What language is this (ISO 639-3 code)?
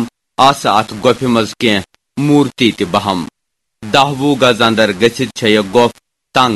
kas